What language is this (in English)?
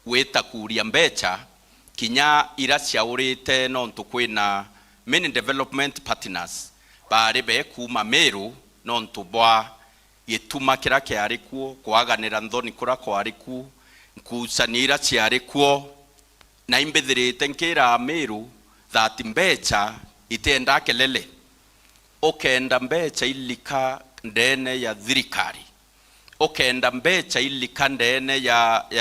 Meru